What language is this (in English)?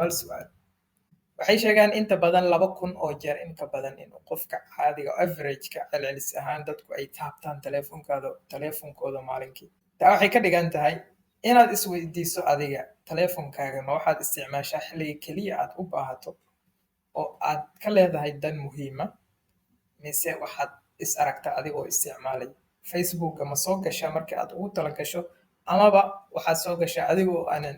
Somali